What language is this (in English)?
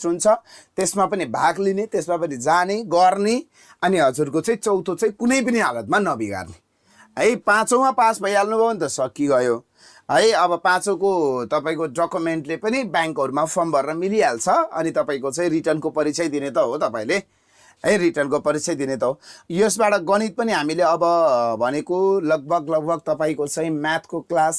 Nepali